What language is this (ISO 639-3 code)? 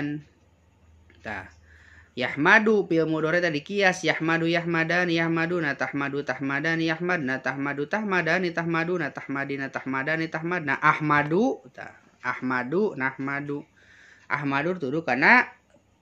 sun